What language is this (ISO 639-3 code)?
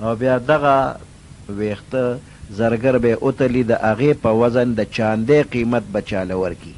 pus